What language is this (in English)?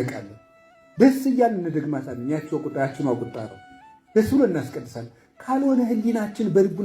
Amharic